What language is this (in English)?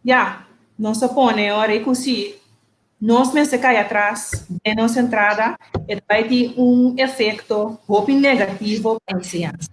Papiamento